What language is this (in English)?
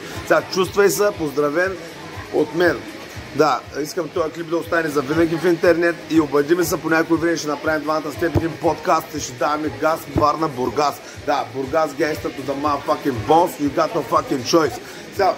Bulgarian